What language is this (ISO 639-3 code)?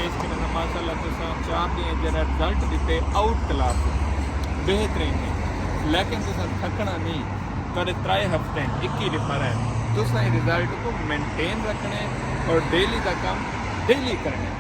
skr